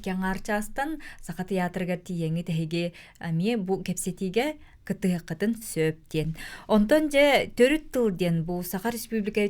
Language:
Yakut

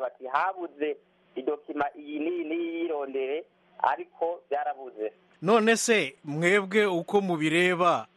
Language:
Kinyarwanda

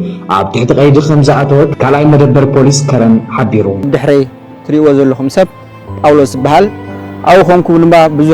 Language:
Tigrinya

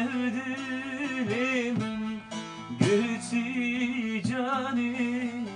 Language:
Kurdish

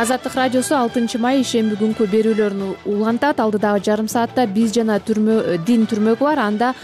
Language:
Kyrgyz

